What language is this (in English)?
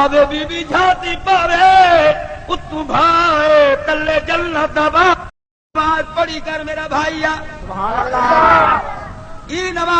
Saraiki